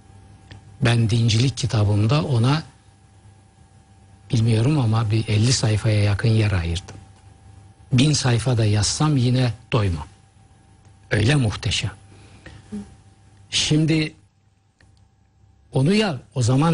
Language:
Turkish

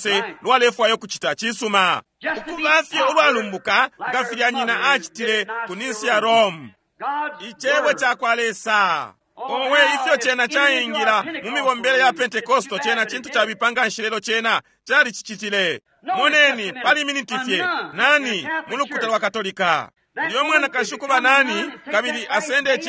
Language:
Bemba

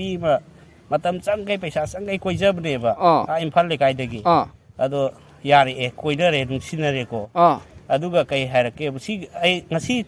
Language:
Manipuri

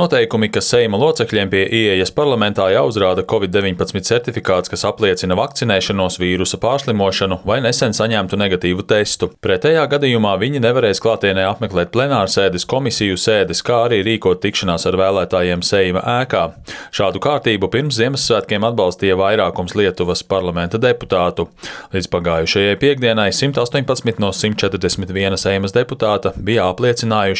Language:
Latvian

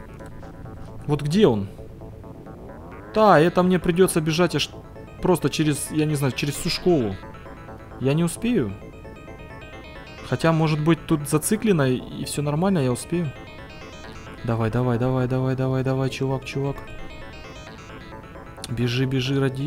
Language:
Russian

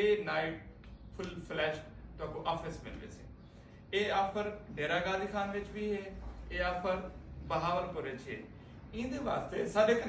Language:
Saraiki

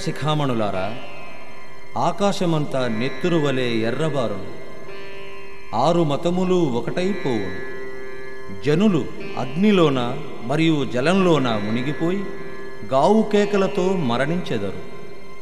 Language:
Telugu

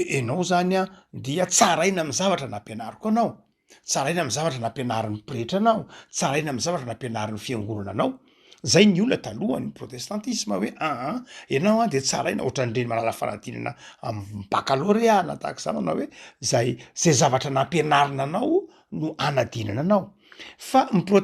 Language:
Malagasy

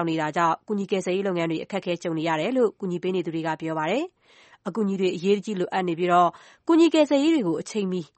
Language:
Burmese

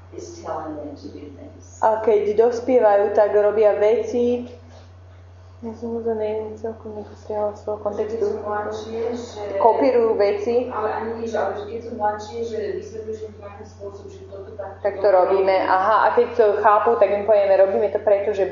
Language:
Slovak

